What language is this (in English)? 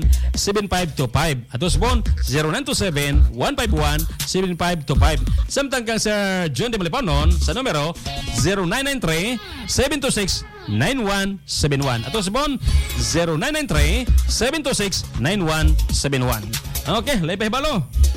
Cebuano